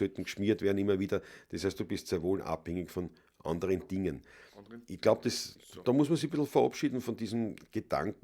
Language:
Bavarian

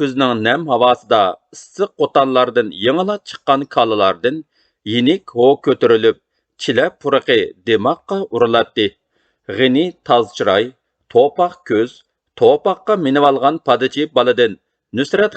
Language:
Uyghur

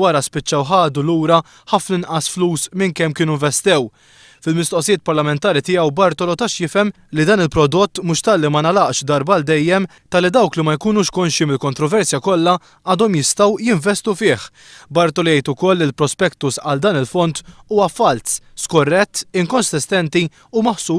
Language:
Maltese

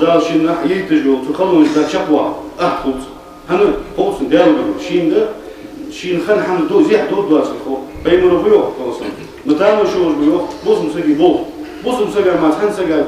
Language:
Ingush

